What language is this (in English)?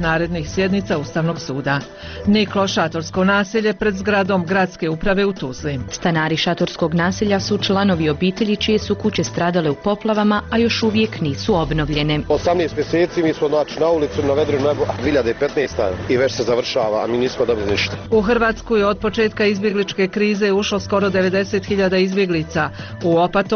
Bosnian